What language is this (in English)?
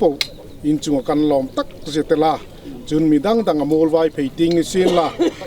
Hmar